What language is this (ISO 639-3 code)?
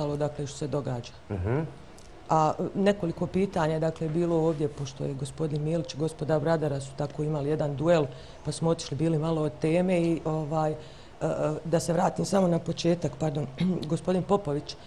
bos